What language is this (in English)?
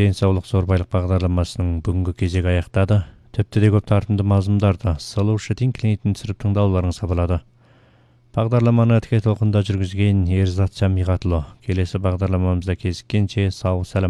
Kazakh